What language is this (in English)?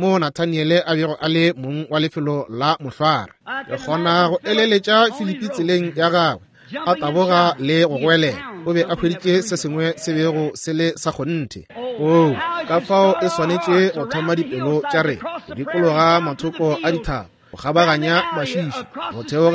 Northern Sotho